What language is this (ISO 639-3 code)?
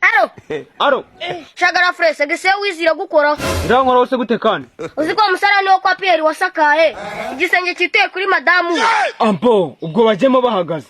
kin